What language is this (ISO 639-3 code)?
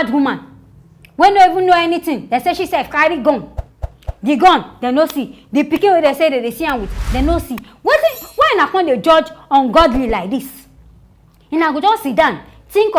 pcm